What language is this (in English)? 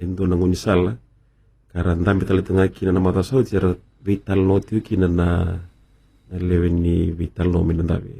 Fijian